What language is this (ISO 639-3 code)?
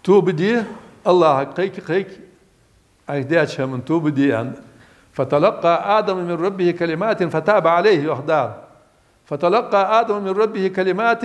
inh